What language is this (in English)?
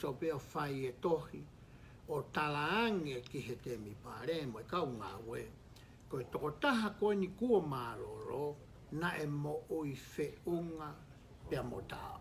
Tongan